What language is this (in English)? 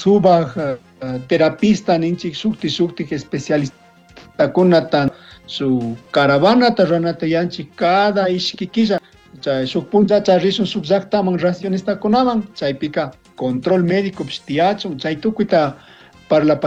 Chimborazo Highland Quichua